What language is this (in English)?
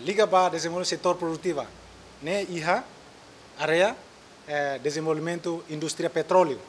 Tetum